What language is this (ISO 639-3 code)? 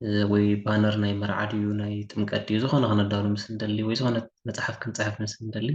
tir